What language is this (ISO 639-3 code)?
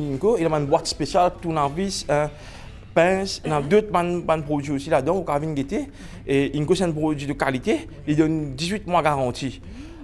mfe